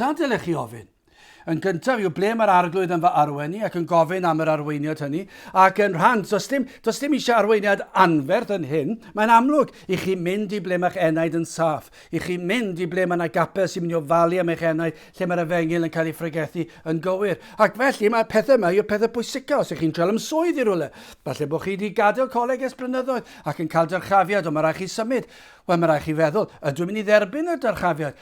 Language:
Welsh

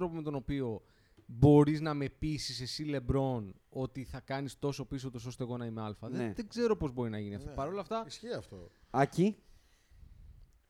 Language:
Greek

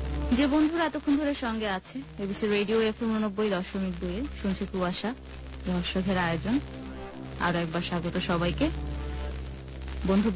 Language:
Bangla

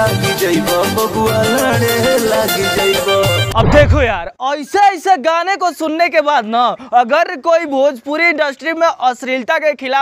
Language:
Bhojpuri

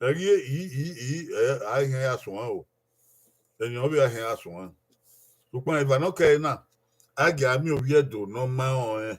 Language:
Bini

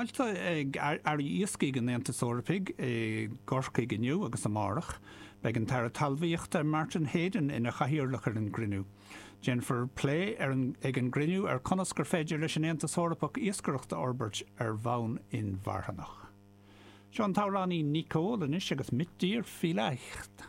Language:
Irish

